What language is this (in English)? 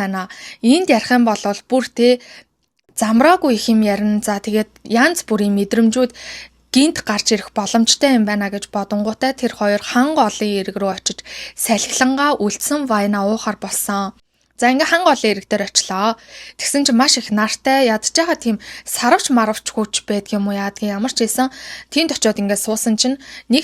Mongolian